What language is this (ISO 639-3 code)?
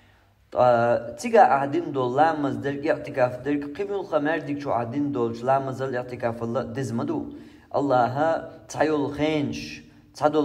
che